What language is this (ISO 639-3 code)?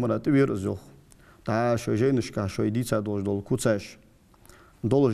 inh